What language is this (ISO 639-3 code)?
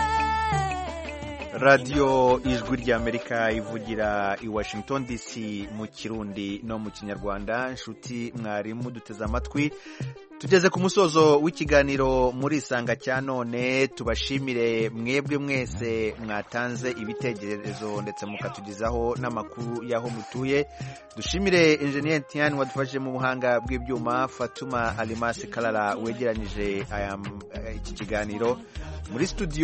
kin